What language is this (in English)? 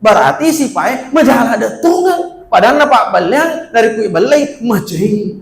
Buginese